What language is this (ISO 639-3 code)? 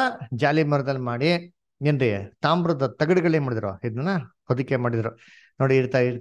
kan